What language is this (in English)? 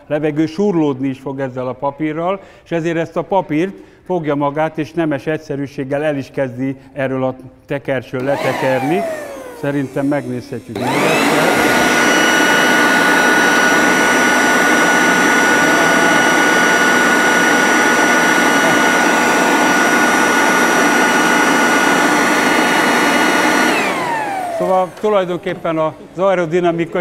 Hungarian